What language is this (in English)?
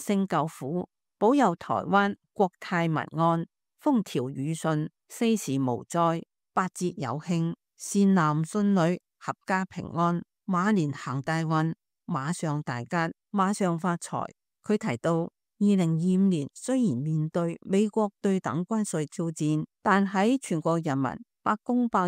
Cantonese